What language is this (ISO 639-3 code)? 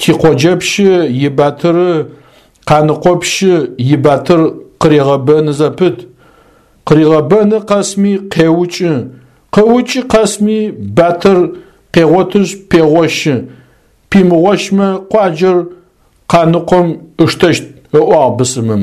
ady